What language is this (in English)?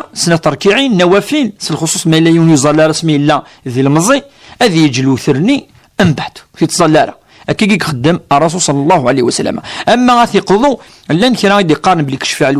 Kabyle